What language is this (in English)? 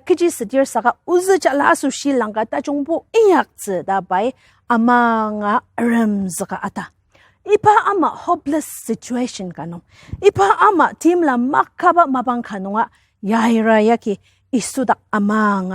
Ao Naga